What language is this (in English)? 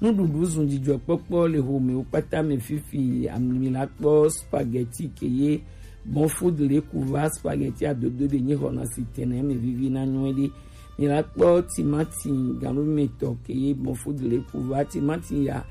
Gen